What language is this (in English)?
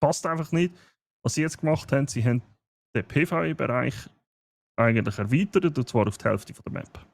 Swiss German